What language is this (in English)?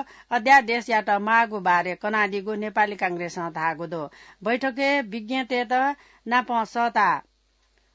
Newari